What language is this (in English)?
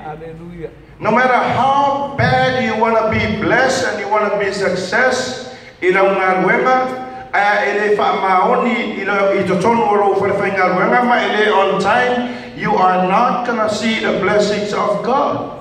Samoan